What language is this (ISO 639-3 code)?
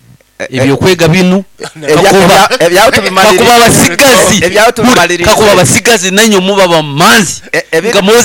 nyo